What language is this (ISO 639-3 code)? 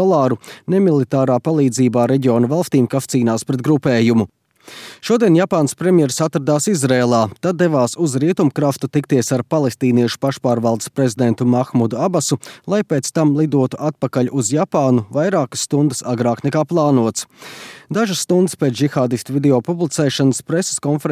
lav